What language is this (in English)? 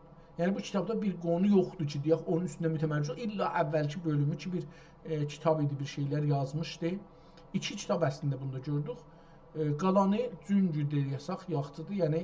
South Azerbaijani